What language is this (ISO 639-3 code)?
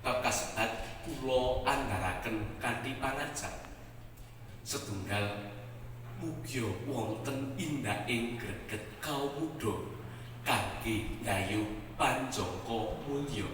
jav